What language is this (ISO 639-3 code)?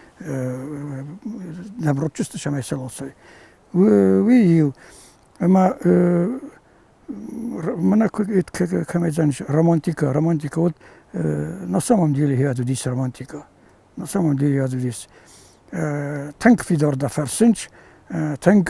oss